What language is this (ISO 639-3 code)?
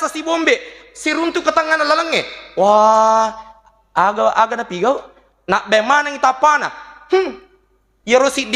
bug